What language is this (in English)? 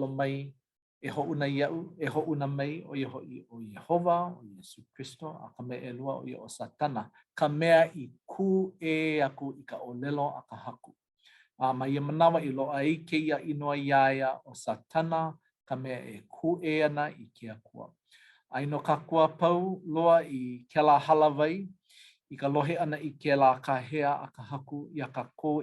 Hawaiian